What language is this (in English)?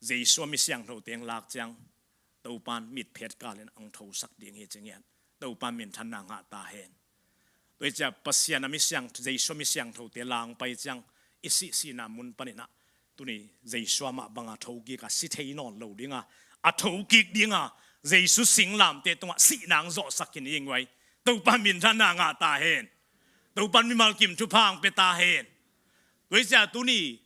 Tedim Chin